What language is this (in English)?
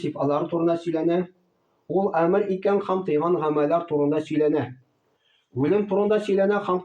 Tatar